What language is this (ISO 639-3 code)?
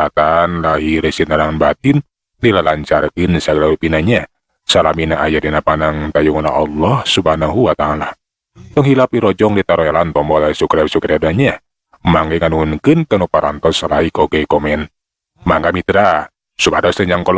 sun